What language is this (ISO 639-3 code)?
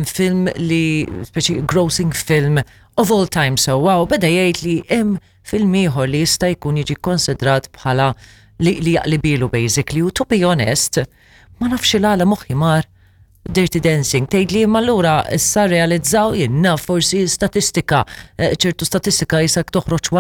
mlt